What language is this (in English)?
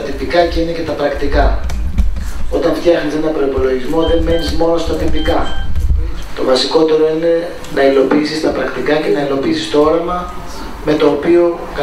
Greek